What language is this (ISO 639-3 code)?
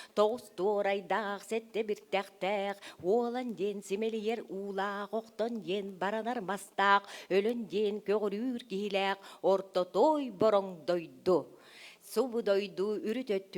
sah